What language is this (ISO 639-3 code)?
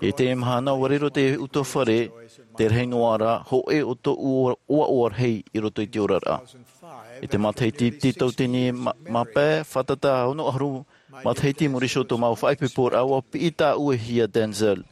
tah